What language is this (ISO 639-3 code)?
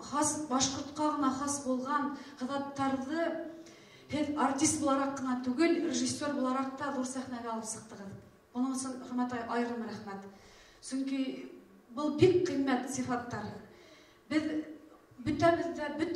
bak